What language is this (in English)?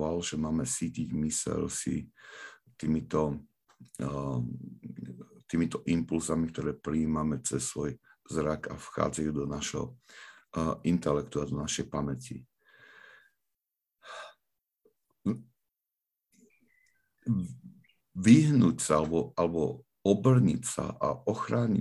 Slovak